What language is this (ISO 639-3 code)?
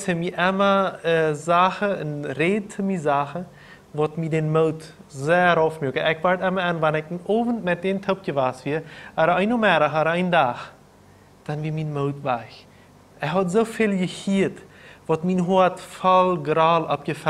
pdt